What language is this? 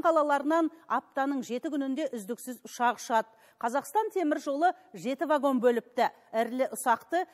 Kazakh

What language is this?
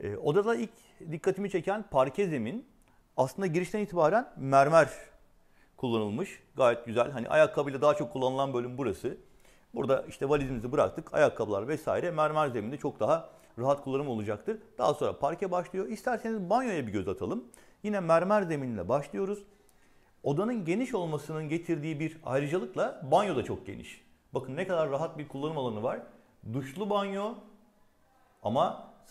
Turkish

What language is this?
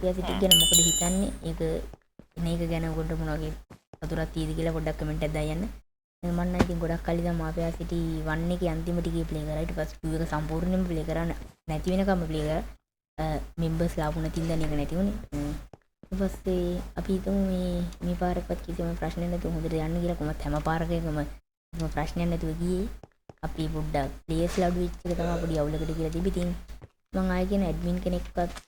Sinhala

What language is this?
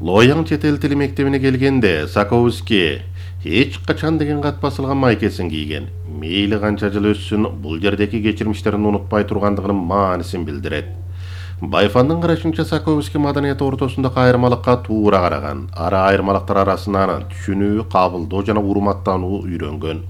Kyrgyz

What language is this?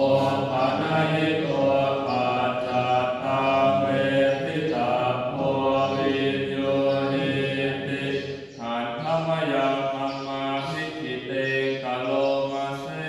Pali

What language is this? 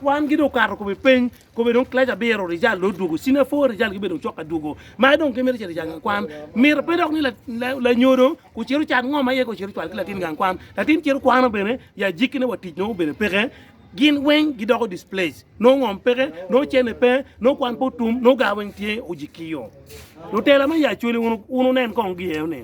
Acoli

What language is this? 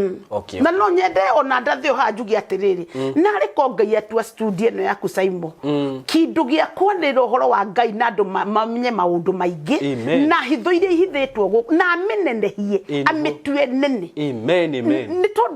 Kikuyu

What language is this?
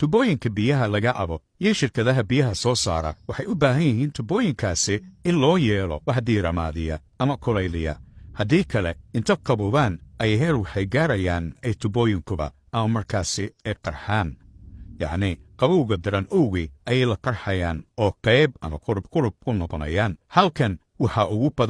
Somali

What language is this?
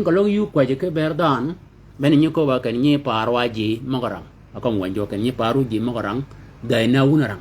Shilluk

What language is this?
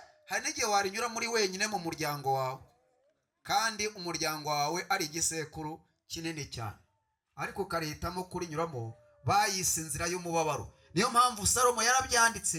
Kinyarwanda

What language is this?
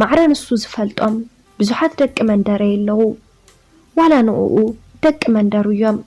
Tigrinya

